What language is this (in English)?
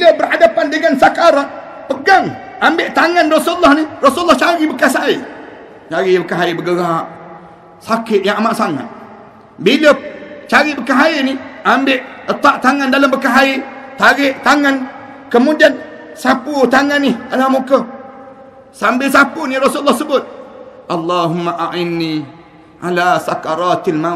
Malay